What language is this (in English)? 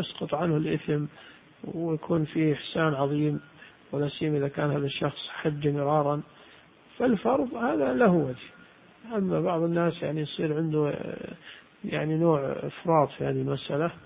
Arabic